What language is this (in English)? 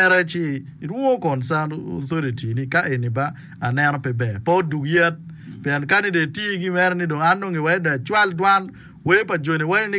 Acoli